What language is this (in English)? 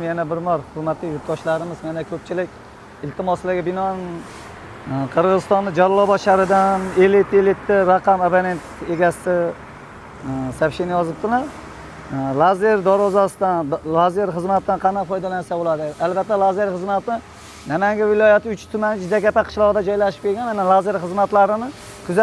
Uzbek